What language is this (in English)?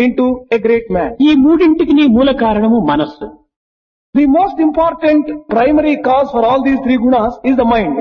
Telugu